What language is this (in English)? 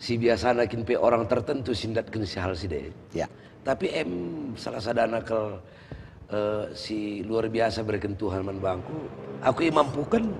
Batak Karo